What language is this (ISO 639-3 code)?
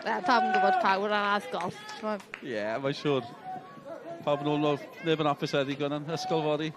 cym